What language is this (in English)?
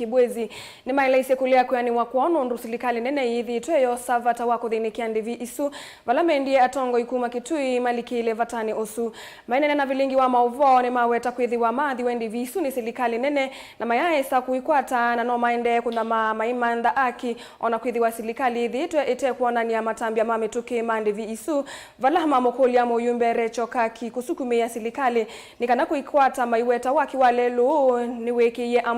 Kamba